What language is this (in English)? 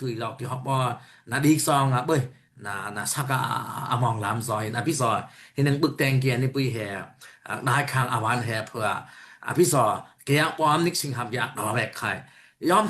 Daai Chin